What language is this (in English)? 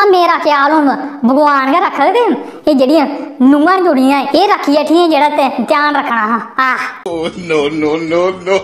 Dogri